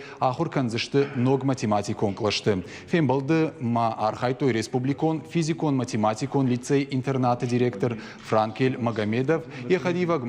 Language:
Ossetic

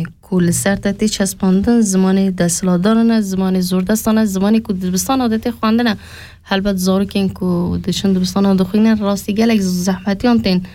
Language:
Kurdish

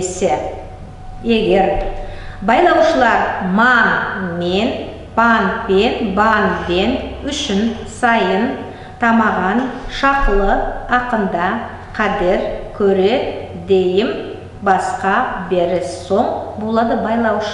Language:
Nogai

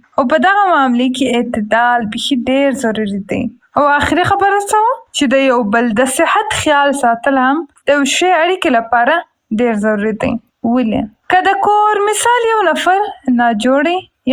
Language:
Pashto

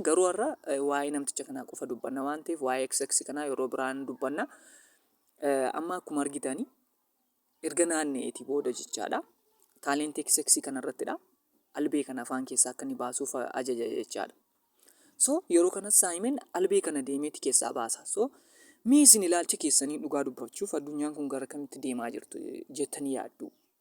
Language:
Oromo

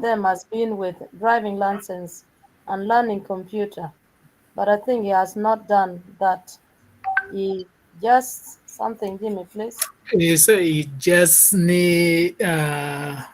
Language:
Acoli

